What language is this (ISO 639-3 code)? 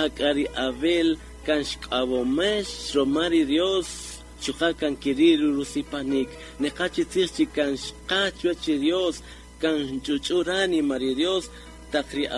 cak